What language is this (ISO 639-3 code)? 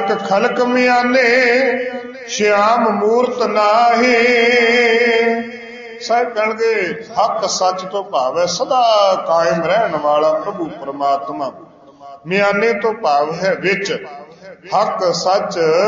pan